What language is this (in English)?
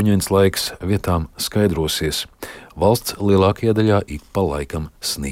Latvian